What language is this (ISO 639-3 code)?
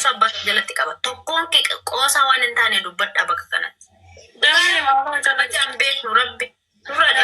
orm